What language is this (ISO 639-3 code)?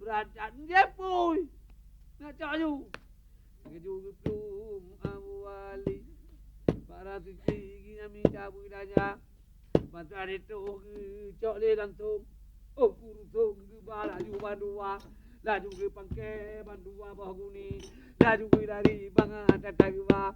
ace